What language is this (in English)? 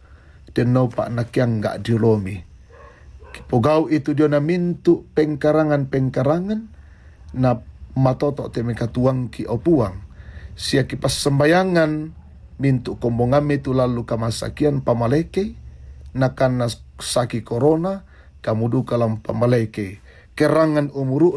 Toraja-Sa'dan